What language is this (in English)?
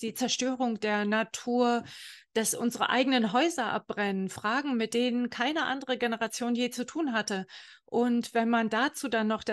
German